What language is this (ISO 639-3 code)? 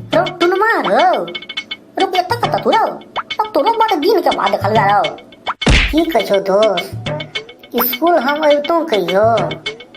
mai